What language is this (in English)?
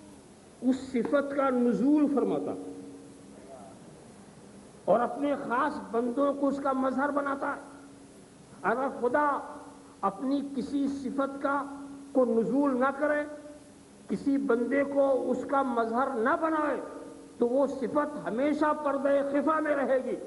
Urdu